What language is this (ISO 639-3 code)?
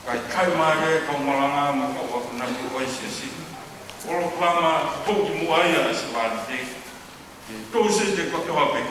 ton